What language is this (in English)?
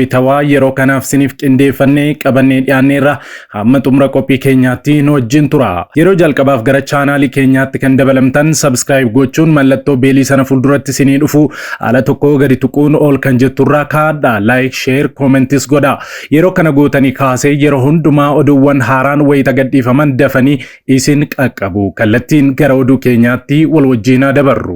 Oromo